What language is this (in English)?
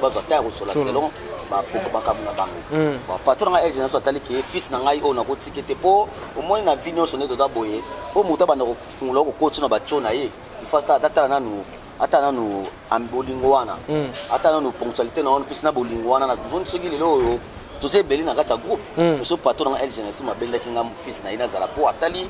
Lingala